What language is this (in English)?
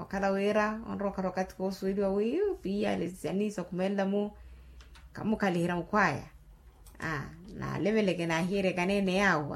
Makhuwa